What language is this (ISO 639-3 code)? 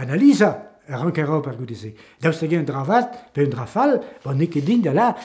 bre